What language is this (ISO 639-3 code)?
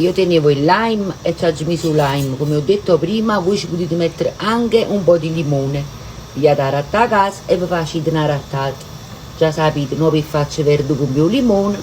nap